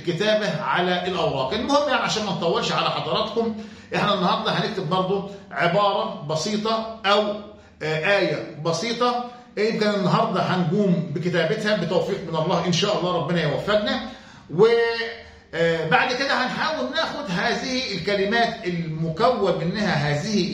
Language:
Egyptian Arabic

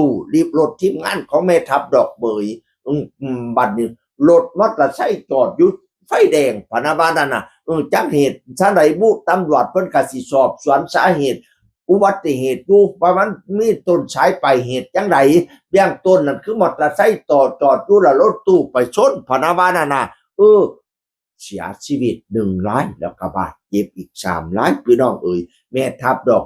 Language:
Northeastern Thai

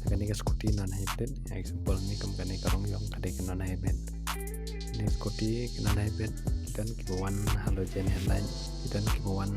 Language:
Khasi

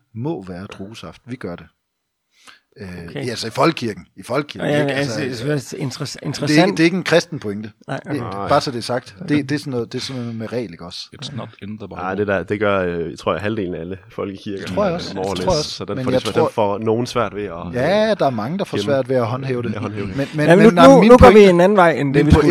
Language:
Danish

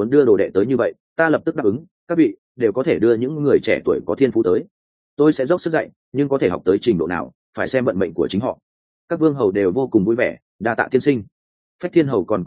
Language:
Vietnamese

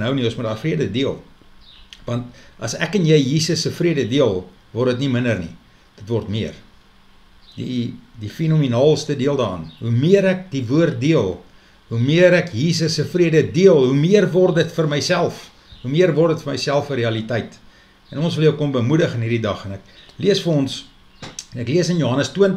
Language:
Afrikaans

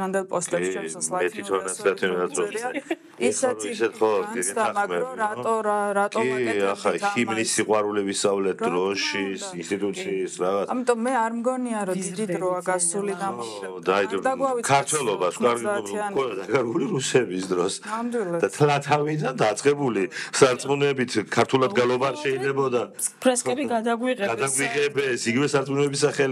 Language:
Georgian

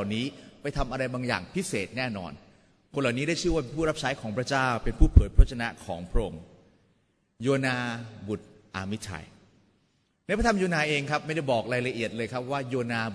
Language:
Thai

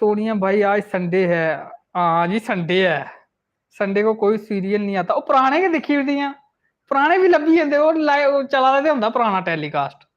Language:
Dogri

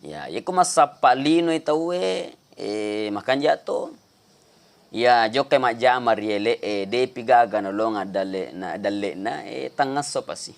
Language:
Buginese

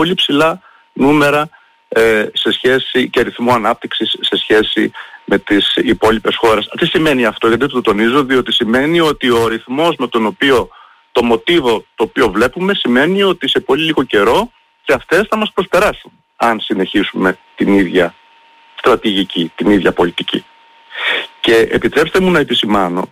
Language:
Greek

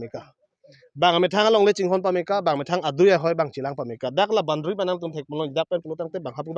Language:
Karbi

